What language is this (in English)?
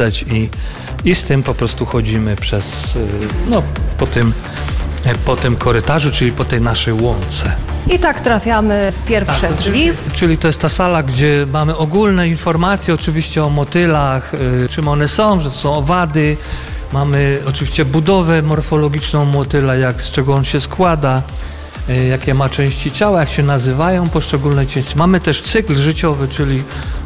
Polish